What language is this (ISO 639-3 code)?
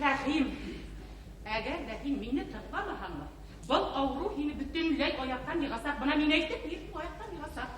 bak